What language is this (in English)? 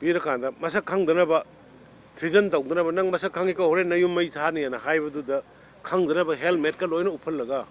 Manipuri